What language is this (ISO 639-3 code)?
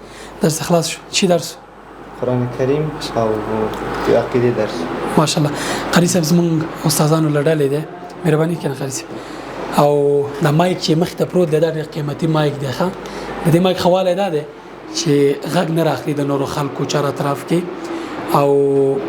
pus